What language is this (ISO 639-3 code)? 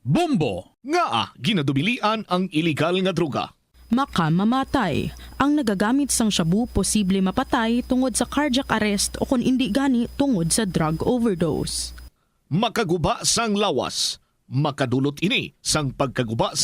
hil